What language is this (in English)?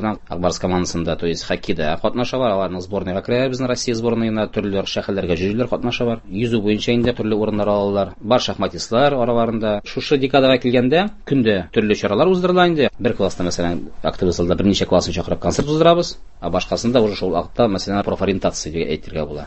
Tatar